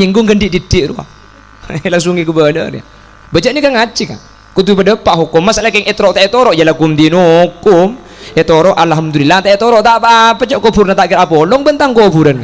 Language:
Madurese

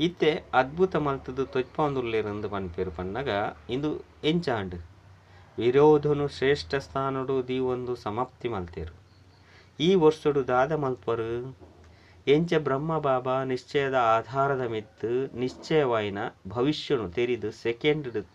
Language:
Tulu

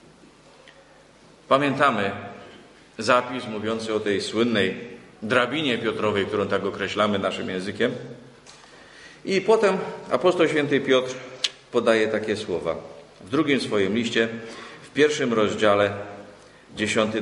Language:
Polish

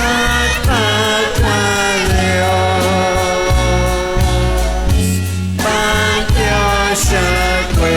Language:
Kekchí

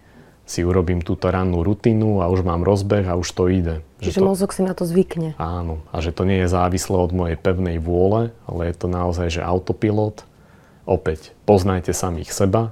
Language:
Slovak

